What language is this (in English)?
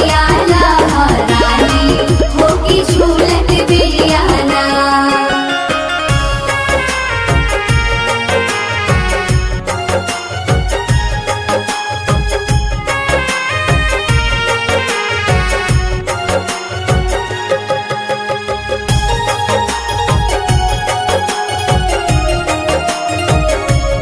Bhojpuri